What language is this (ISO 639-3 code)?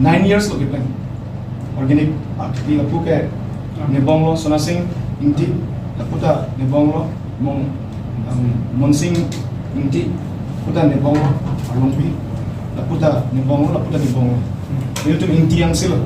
mjw